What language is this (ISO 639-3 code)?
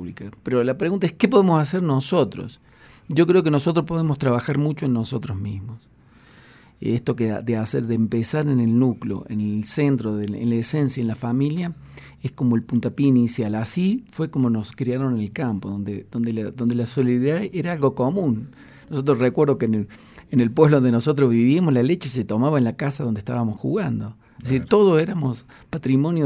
spa